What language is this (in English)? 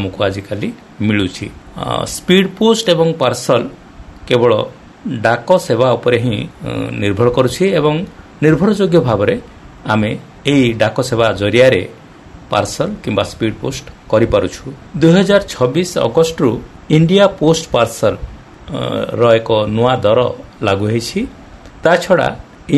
Odia